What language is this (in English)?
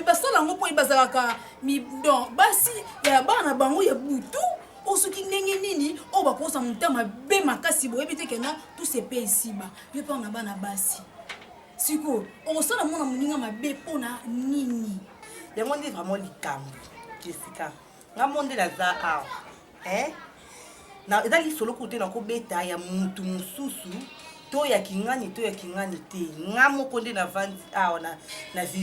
Lingala